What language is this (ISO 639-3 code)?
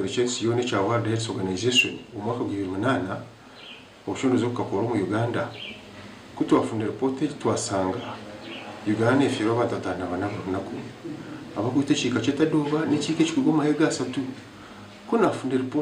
nyn